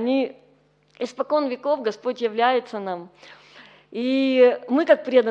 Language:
Russian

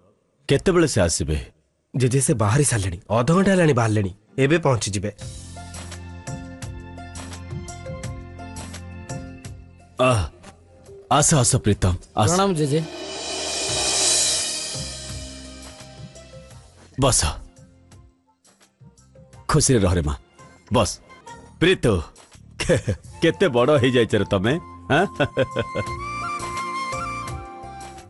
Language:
Odia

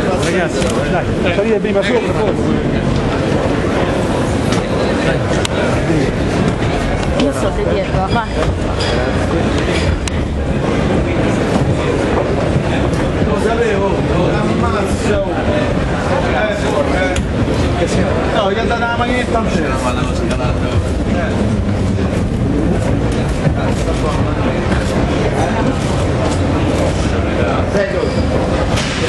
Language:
Italian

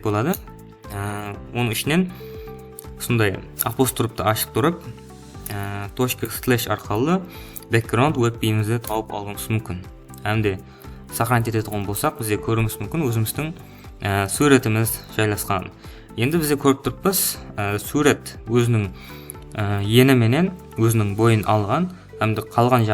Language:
Kara-Kalpak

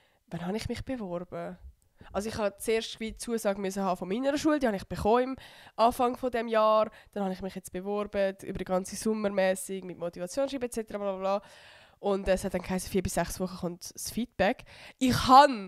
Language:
Swiss German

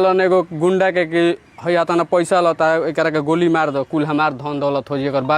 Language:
Bhojpuri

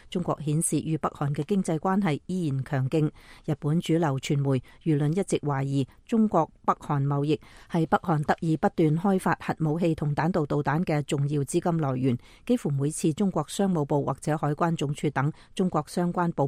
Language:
Cantonese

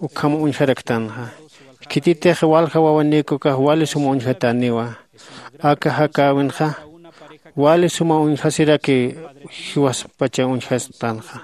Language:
Aymara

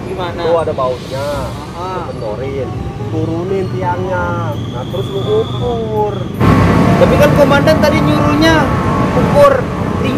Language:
Betawi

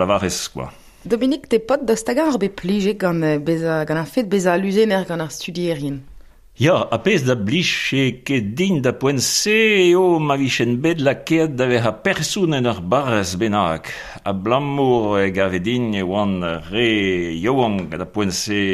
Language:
Breton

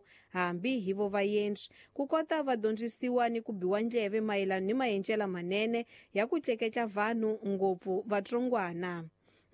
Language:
Tsonga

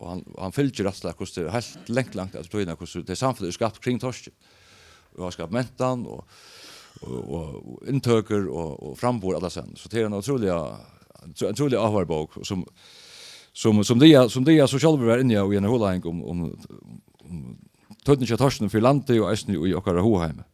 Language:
Faroese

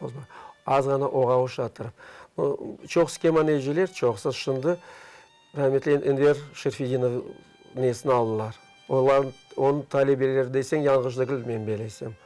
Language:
Crimean Tatar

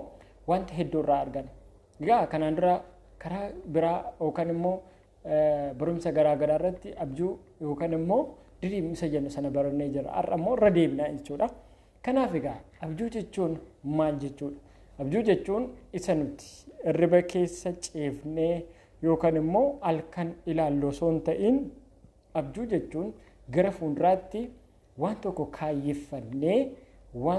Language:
Oromo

